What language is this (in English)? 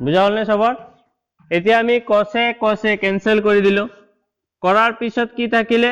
Assamese